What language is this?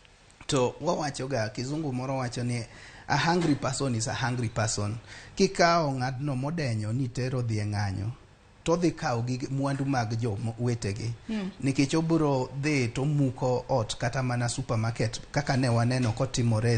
Luo (Kenya and Tanzania)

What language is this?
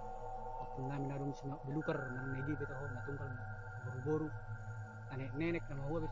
Batak Toba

